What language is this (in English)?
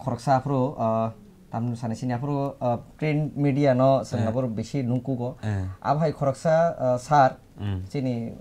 Kok Borok